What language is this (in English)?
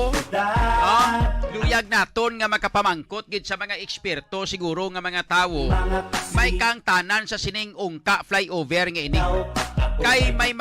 Hiligaynon